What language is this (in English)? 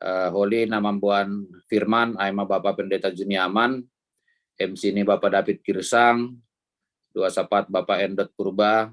Batak Simalungun